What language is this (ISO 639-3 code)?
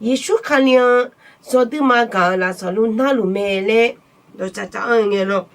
ahk